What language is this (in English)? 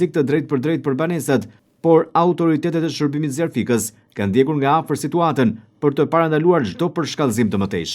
Albanian